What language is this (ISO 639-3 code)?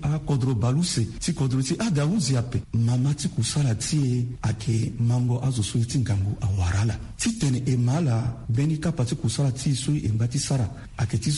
sag